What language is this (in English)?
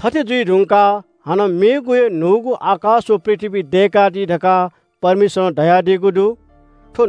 Newari